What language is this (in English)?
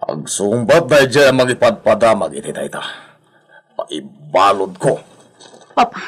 Iloko